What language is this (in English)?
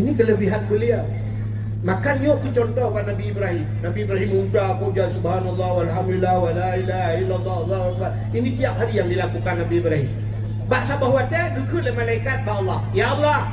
Achinese